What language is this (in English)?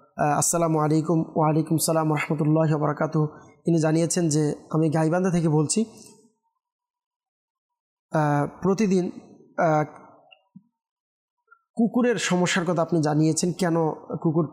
Bangla